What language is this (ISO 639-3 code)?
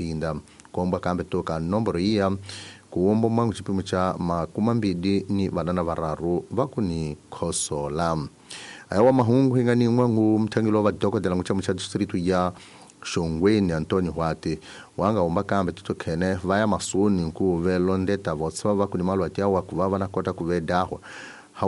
tso